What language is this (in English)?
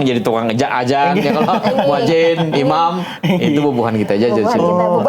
Banjar